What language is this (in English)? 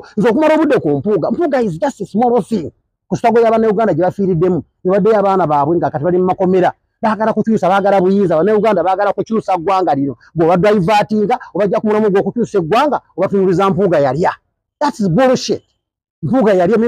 Ganda